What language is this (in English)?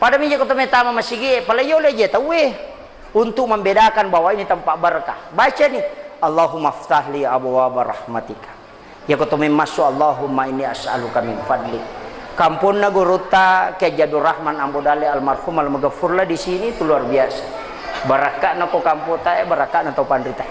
Buginese